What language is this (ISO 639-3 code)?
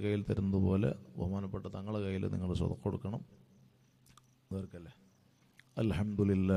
mal